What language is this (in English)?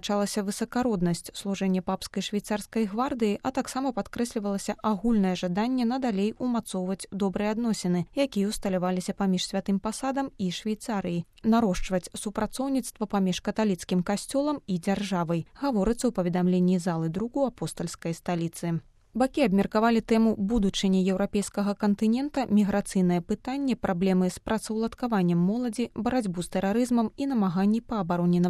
Belarusian